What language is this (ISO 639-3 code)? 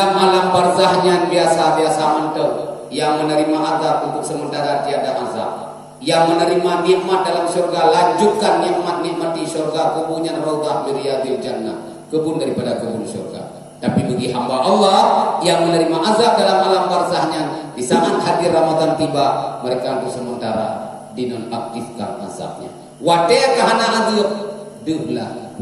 ace